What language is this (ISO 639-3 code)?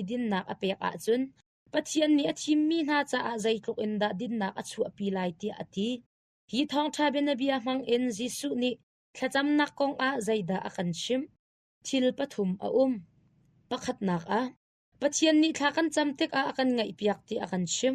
cnh